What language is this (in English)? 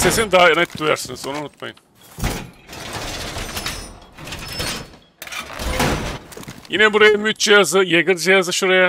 Turkish